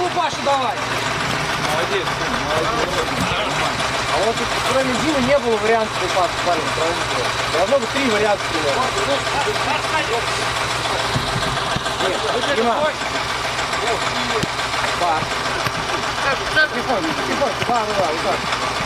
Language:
Russian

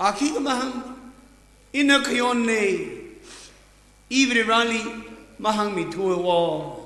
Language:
Tangkhul Naga (India)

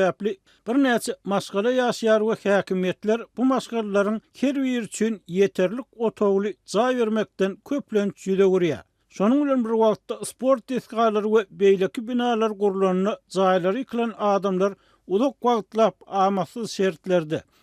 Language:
Turkmen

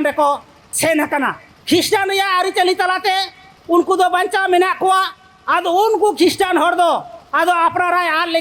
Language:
Santali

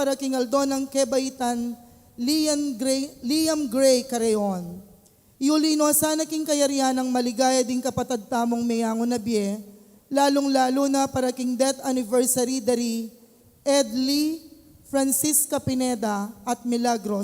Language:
Pampanga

